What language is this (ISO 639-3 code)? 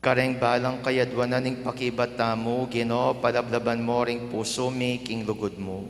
pam